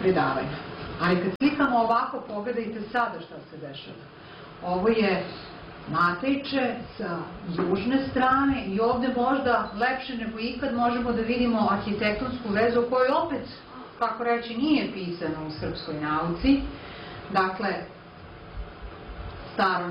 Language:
Serbian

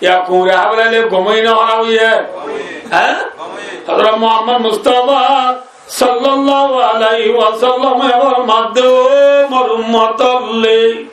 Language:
Rohingya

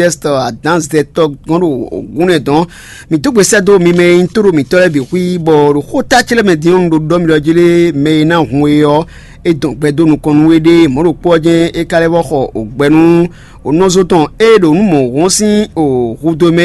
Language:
Fon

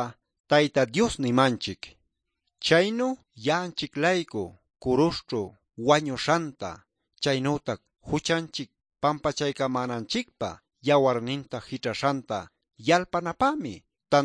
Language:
Quechua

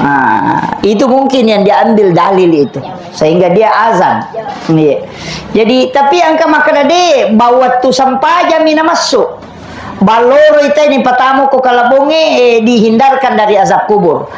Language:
Buginese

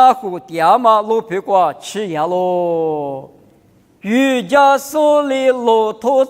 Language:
Lisu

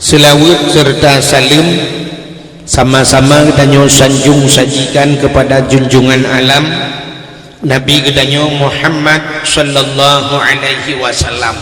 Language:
Achinese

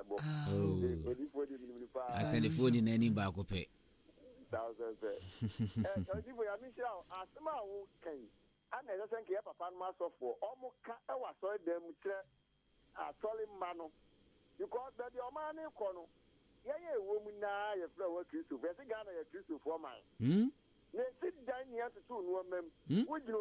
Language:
Akan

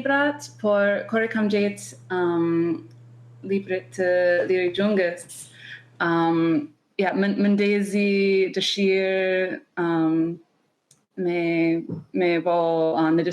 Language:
Albanian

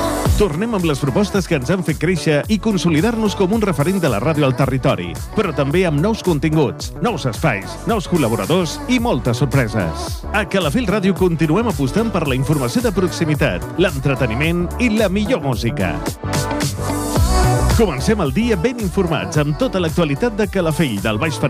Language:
Catalan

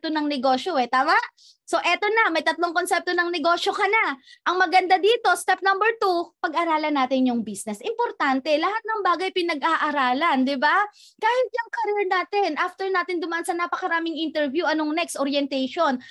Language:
Filipino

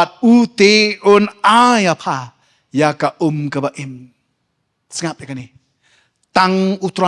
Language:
Khasi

